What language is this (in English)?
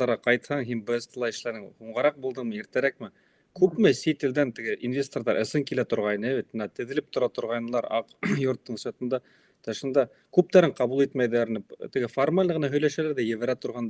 Bashkir